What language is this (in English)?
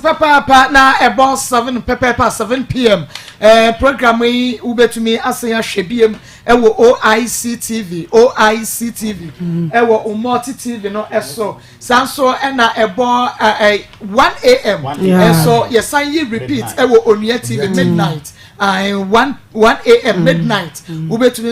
Akan